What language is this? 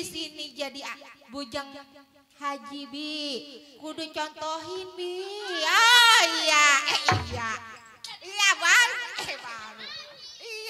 Betawi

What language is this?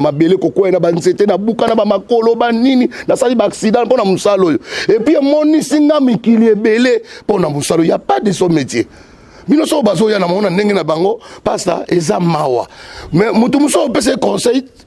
Lingala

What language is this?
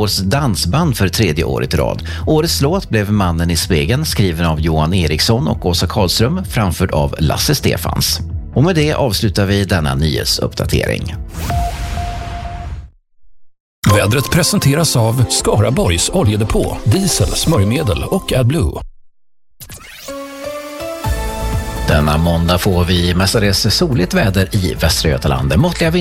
Swedish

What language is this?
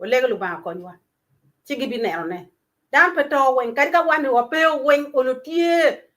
Acoli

